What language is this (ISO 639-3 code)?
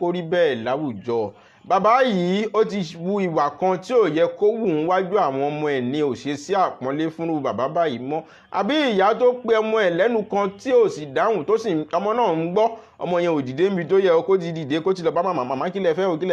yor